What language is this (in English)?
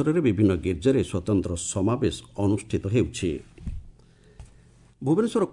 Odia